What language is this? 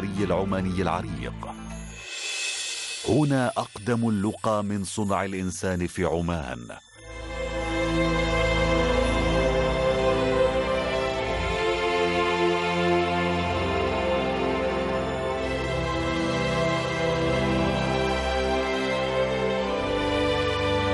Arabic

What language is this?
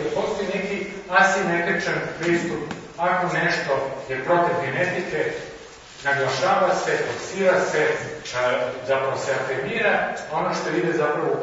Croatian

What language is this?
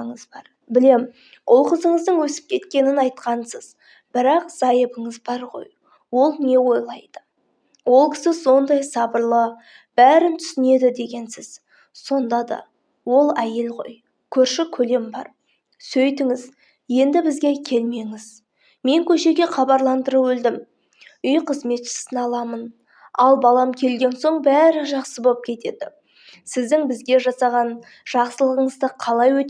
Kazakh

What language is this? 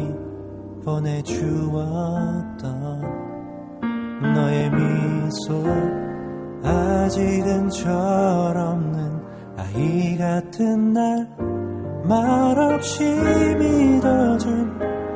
Korean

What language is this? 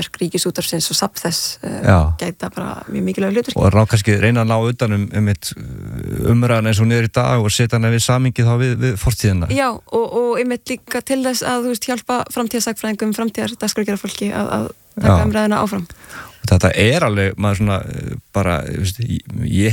Icelandic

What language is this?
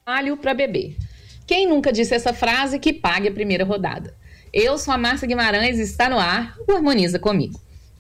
Portuguese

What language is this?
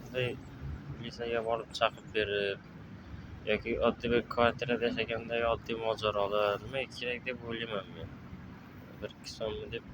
Uzbek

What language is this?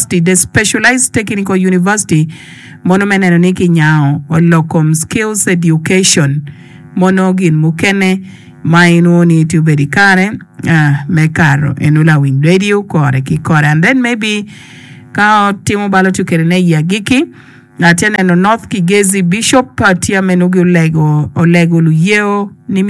Acoli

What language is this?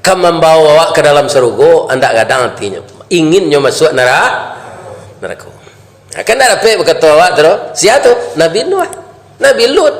Minangkabau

